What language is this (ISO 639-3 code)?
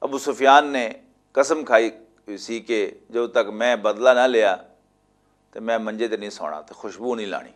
lah